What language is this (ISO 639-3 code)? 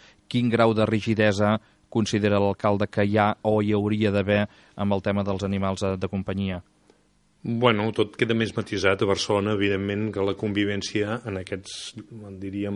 cat